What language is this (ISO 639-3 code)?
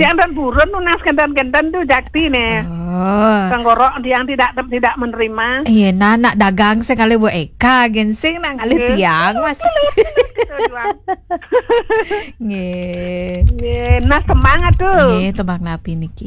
ban